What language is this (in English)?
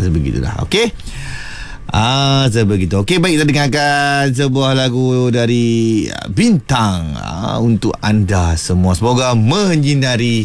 Malay